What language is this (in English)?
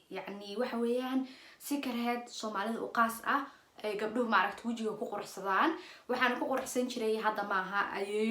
Somali